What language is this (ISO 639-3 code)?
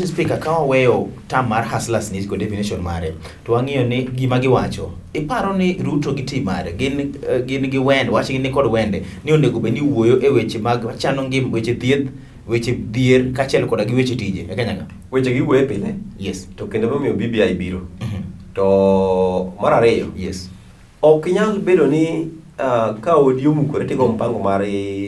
luo